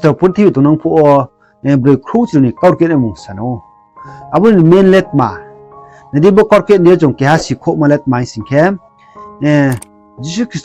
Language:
Riang (India)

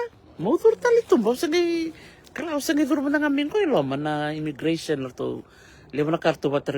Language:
Fijian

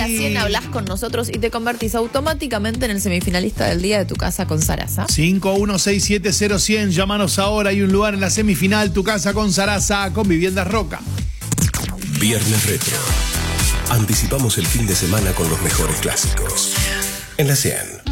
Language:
Spanish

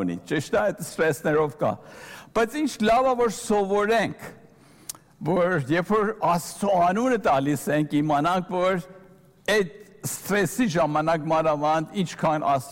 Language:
Armenian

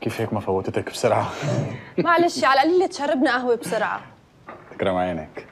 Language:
North Levantine Arabic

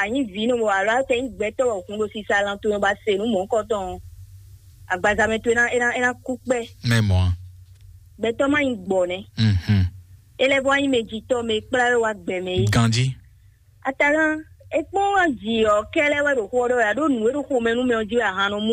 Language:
Fon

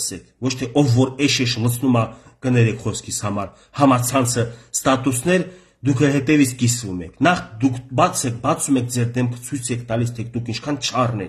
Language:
Armenian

